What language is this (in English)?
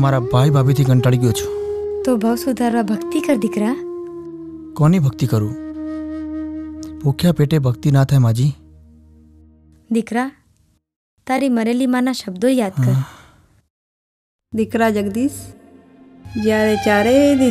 Gujarati